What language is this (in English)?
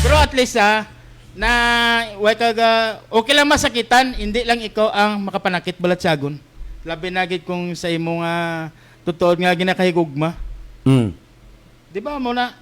Hiligaynon